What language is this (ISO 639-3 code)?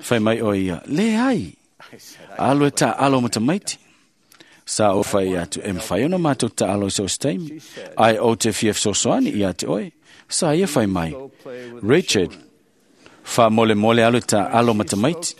smo